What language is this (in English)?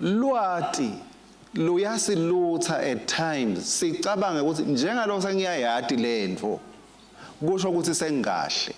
Swati